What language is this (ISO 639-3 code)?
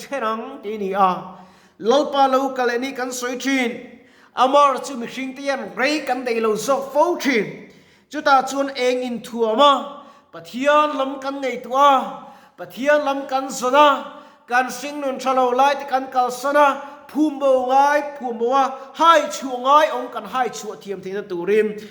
lus